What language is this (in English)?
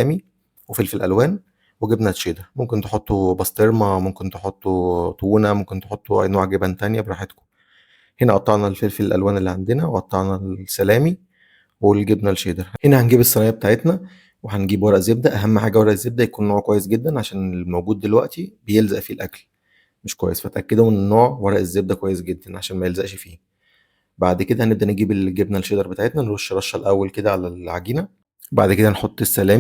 Egyptian Arabic